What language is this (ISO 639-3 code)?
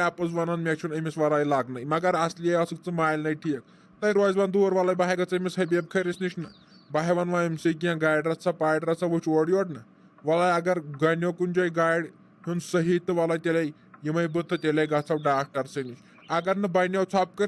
kas